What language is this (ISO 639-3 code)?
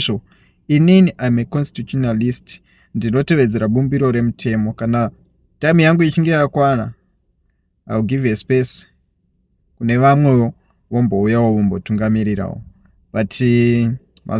sna